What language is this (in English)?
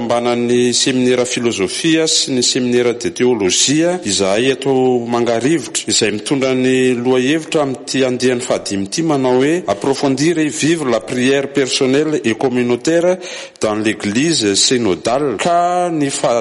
Malagasy